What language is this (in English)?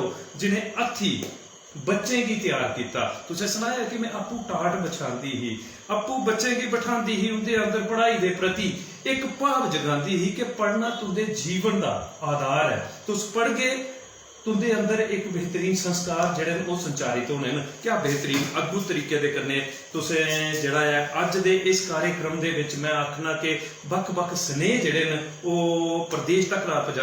Dogri